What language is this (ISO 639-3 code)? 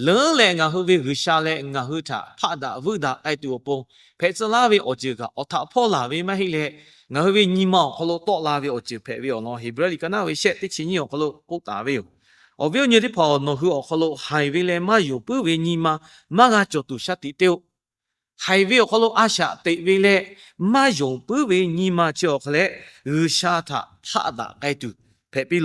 lhu